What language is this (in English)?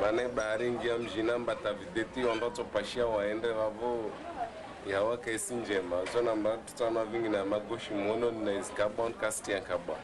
Ngazidja Comorian